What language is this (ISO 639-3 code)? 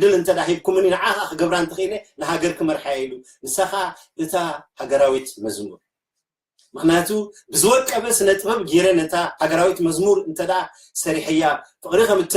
tir